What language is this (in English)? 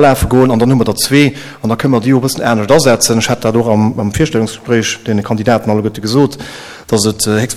Luxembourgish